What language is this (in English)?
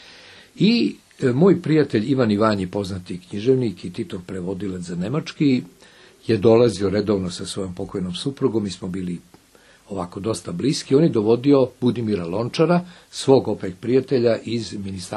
Serbian